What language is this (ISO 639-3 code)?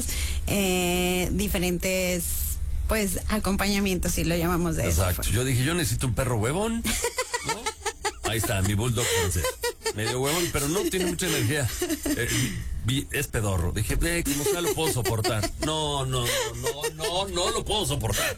spa